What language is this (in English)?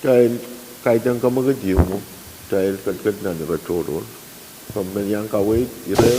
Pohnpeian